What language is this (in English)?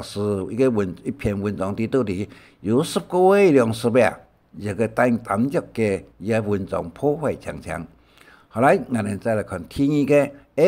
Hakka Chinese